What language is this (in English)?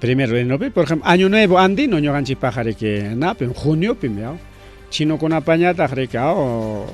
Ayacucho Quechua